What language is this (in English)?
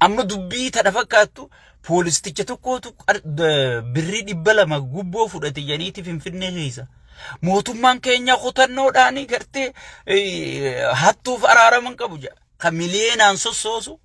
Oromo